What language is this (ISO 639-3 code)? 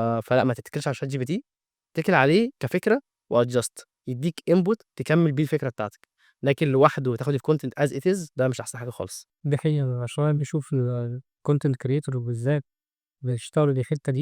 arz